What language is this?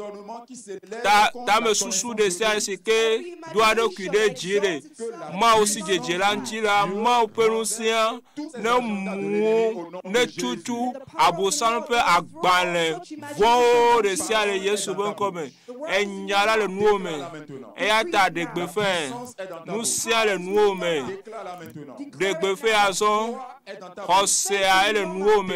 Ewe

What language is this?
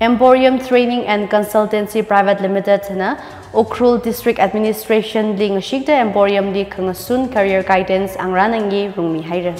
Tangkhul Naga (India)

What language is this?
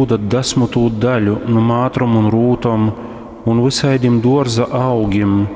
Latgalian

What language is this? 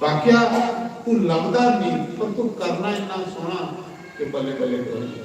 Dogri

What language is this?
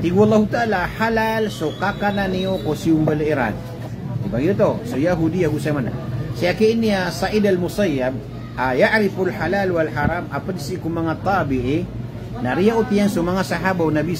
Maranao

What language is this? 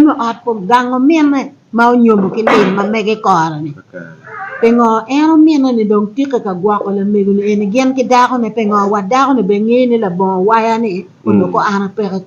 Acoli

